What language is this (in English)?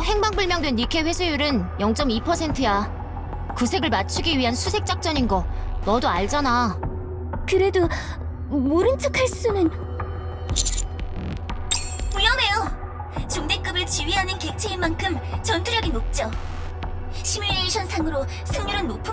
Korean